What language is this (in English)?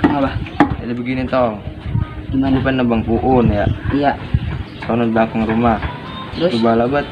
Betawi